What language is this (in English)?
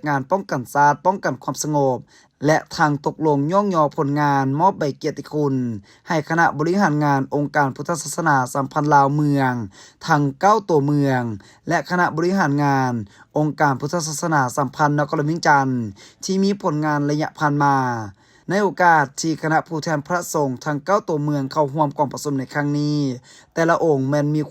Lao